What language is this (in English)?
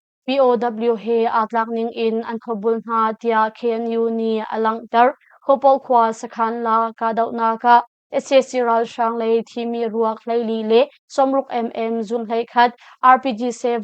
Hakha Chin